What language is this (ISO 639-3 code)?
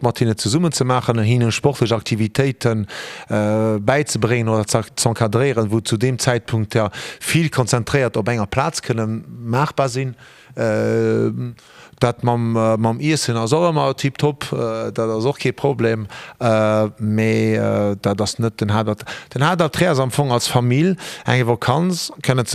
ltz